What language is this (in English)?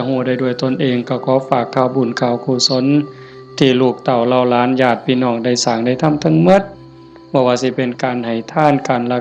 Northeastern Thai